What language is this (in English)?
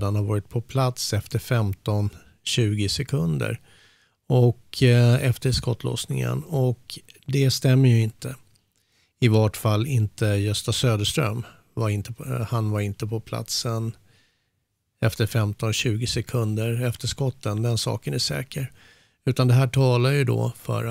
Swedish